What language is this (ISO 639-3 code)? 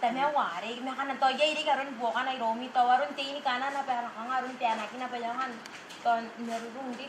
gil